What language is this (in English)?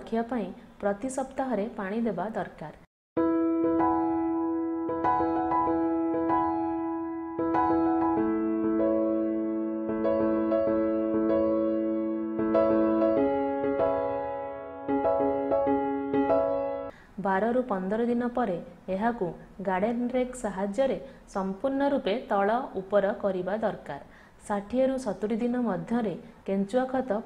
Odia